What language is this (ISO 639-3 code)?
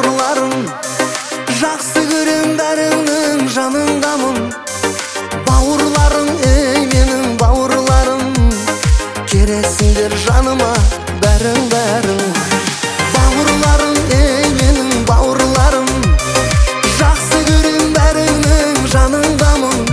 kaz